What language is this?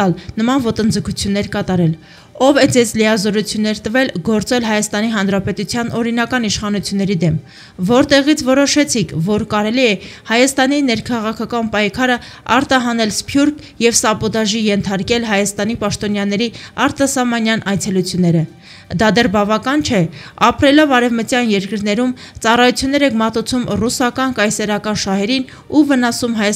Armenian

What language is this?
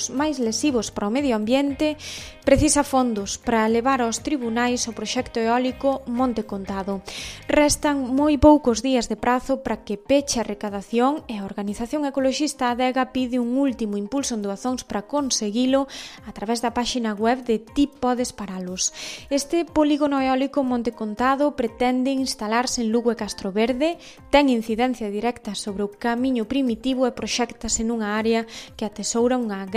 Galician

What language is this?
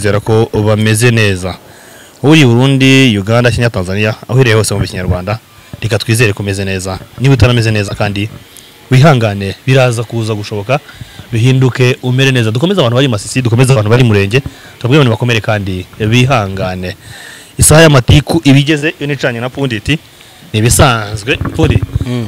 Kinyarwanda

